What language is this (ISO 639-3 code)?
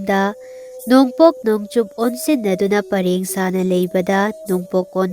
mni